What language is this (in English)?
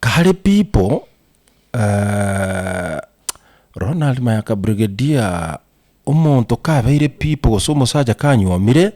Gusii